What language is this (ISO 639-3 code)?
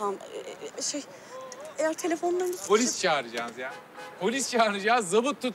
tur